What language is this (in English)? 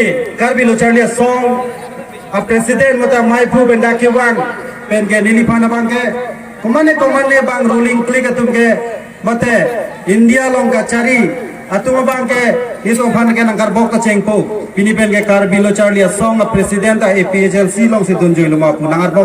Karbi